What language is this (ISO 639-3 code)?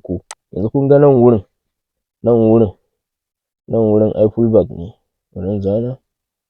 hau